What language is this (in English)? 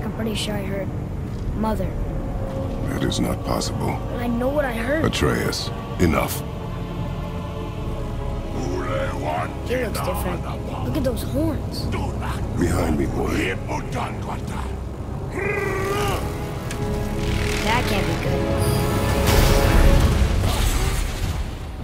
English